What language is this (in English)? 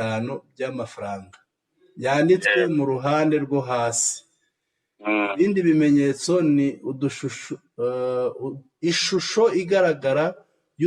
Kinyarwanda